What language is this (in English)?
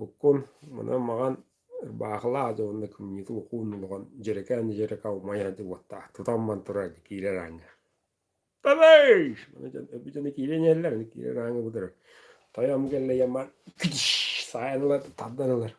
Yakut